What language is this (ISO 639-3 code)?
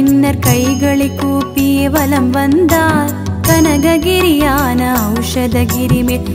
tam